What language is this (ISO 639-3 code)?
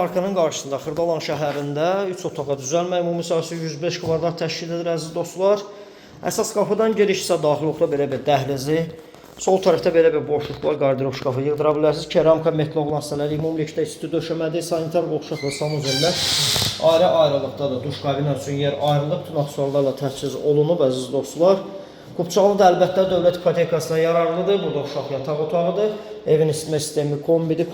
aze